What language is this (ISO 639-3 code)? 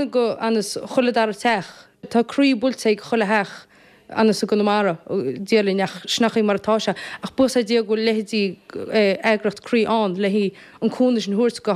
gle